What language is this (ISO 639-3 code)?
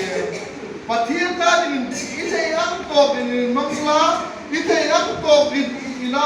hmr